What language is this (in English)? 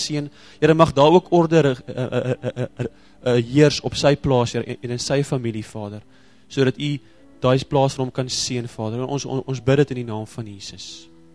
Afrikaans